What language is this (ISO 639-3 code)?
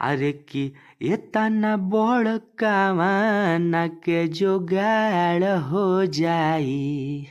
bho